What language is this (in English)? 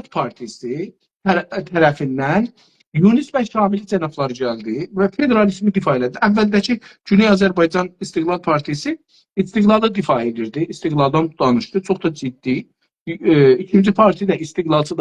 South Azerbaijani